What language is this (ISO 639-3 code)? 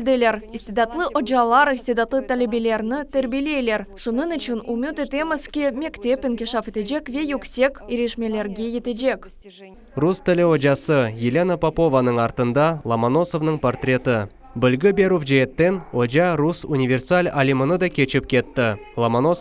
crh